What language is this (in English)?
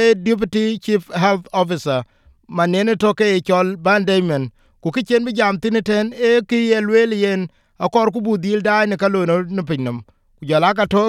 Vietnamese